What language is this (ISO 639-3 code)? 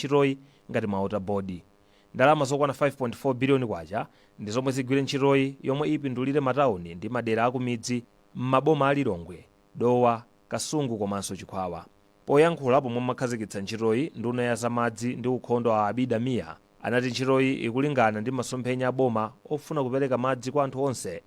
nya